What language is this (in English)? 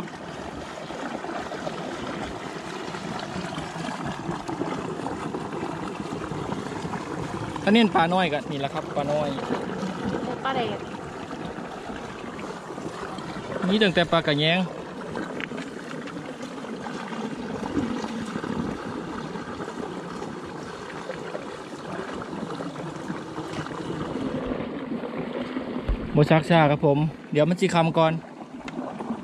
Thai